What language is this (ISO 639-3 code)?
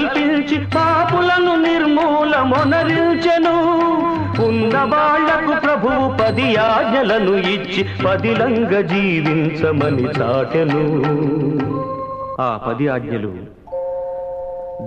tel